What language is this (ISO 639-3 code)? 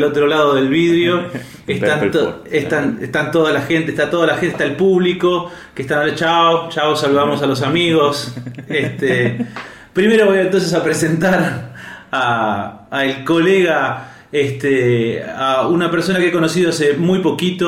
spa